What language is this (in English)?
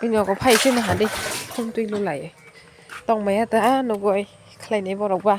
Kok Borok